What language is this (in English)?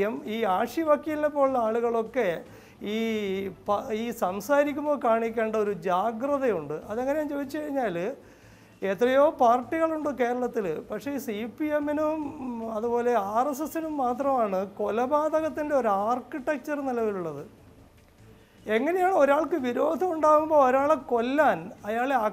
Malayalam